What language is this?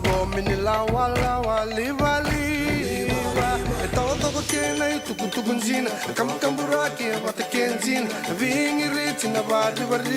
Fijian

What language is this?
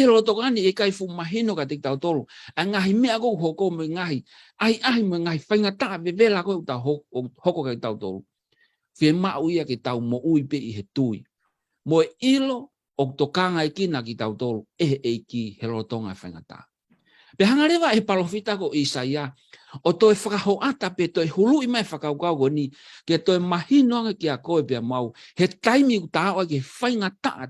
Tongan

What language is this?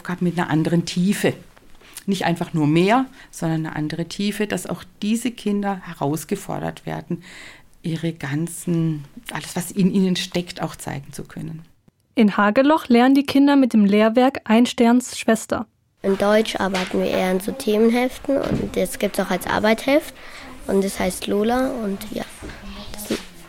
German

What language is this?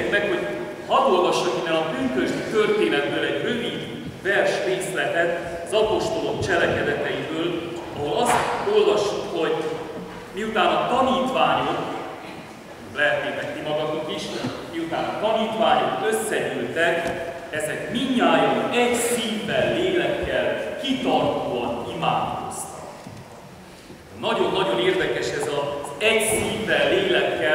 Hungarian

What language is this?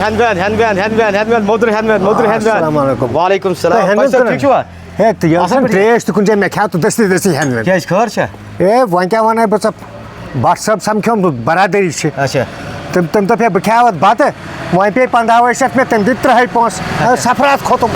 Kashmiri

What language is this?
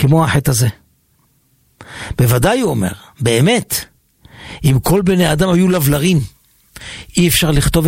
Hebrew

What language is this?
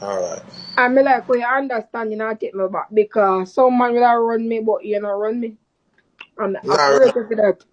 Jamaican Creole English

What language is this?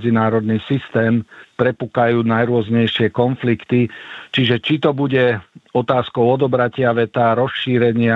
Slovak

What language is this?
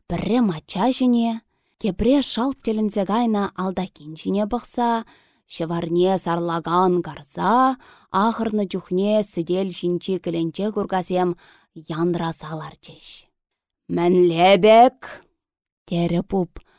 Chuvash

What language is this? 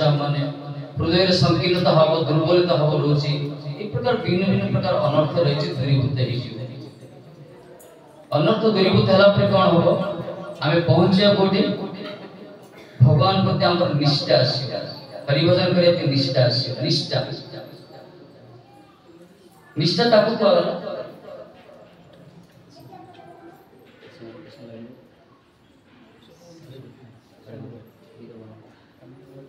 Odia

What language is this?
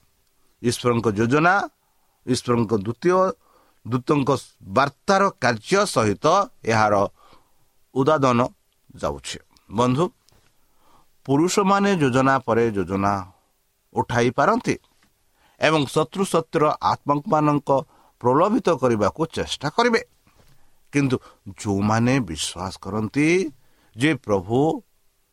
Odia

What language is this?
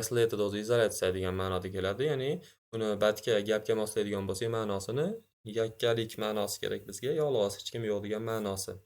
Uzbek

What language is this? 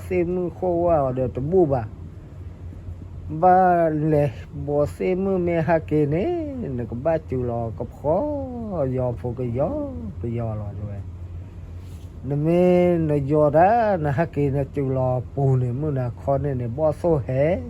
S'gaw Karen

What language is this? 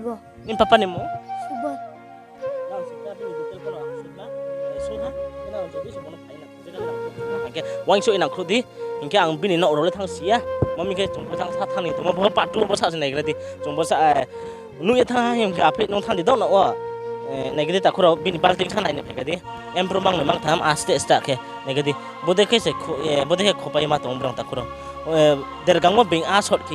Riang (India)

